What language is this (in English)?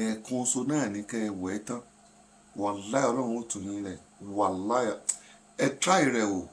Yoruba